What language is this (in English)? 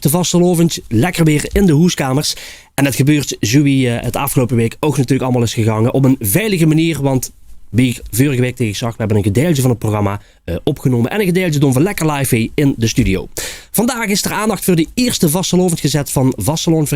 Limburgish